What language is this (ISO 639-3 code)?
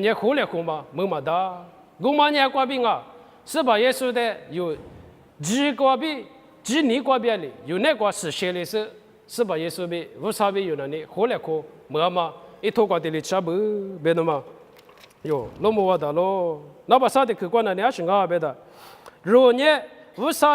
lis